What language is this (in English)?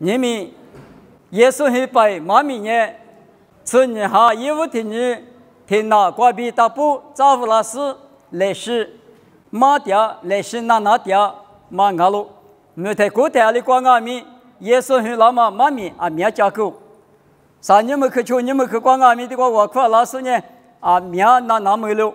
Lisu